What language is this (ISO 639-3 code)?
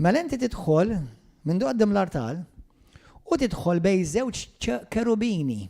mlt